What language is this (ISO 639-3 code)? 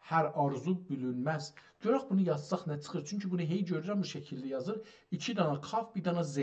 azb